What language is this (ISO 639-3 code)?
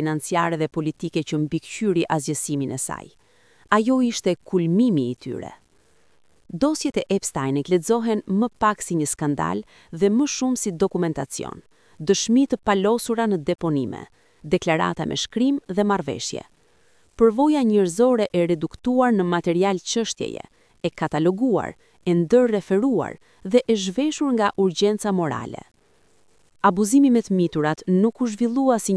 sqi